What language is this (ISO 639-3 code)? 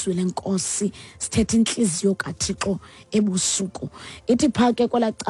xho